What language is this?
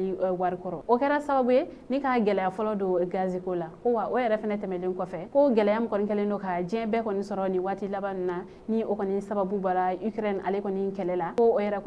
Bambara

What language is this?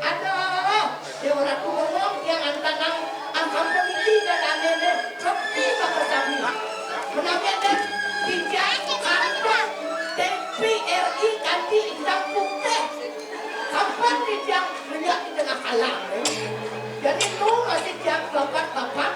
Balinese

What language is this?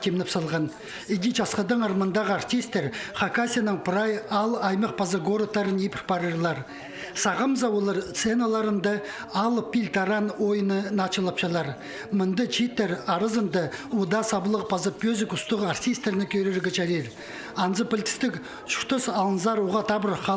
Khakas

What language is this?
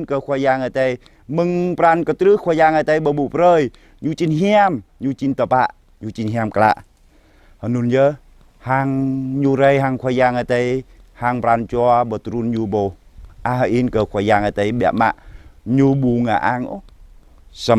Jarai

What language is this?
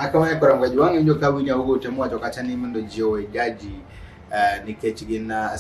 Luo (Kenya and Tanzania)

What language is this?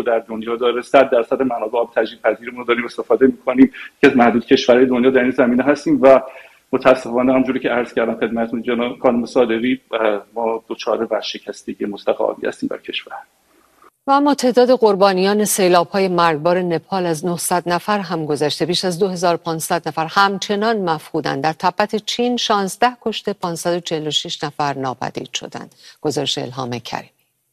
Persian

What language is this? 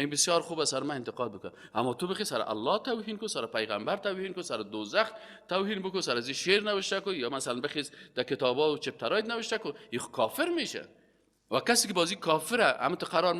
Persian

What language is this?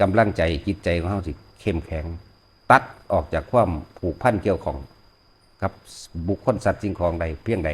Lao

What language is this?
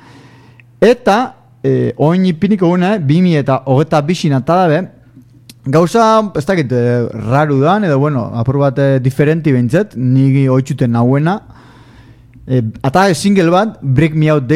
Basque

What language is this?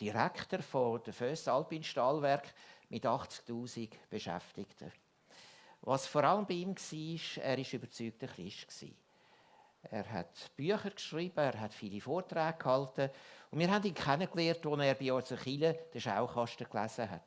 Swiss German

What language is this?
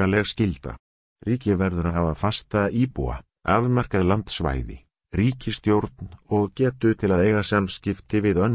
Icelandic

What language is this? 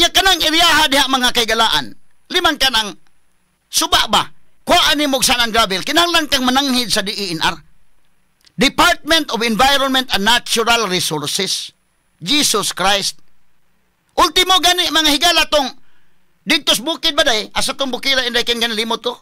Cebuano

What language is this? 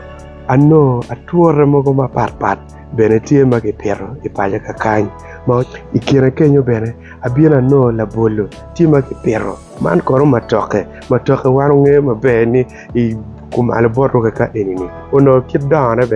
Acoli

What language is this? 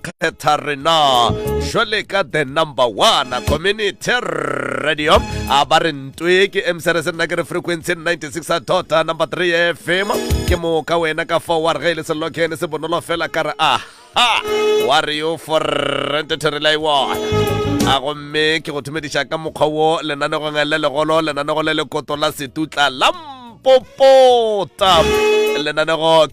Northern Sotho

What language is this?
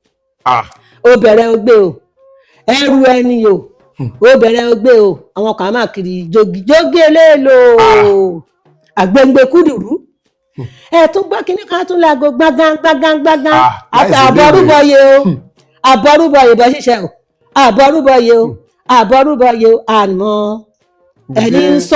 Yoruba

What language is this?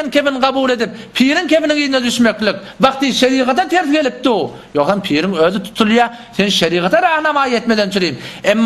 Turkmen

